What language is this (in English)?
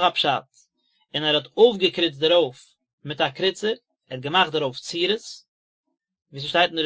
Yiddish